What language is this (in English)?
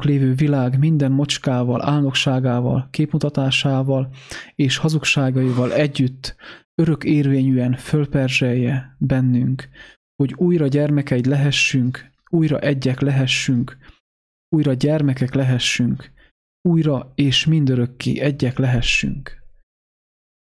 Hungarian